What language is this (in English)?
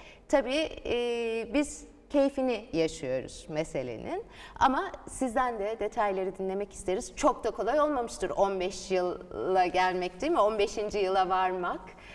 Turkish